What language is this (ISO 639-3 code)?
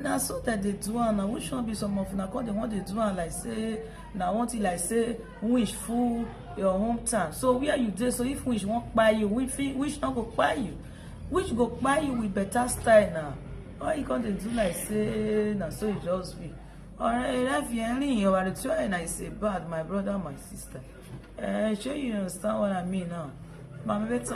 pcm